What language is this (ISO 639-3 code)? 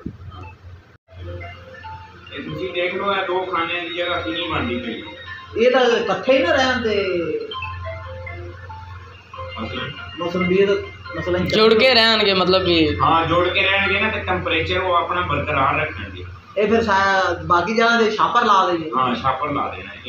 pan